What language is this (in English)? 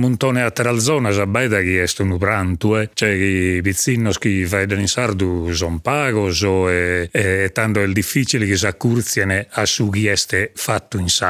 Sardinian